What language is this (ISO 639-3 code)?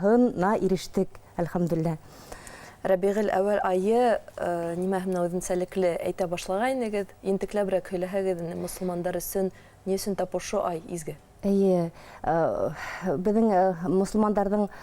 bak